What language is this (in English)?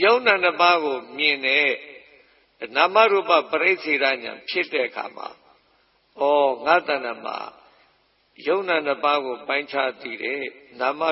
Burmese